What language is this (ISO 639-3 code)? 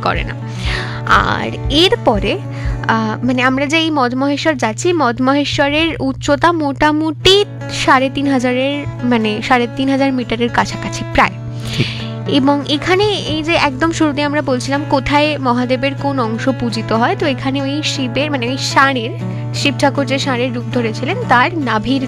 ben